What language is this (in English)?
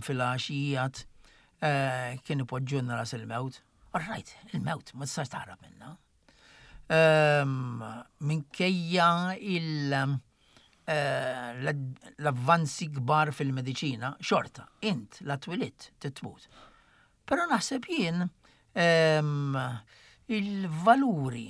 Maltese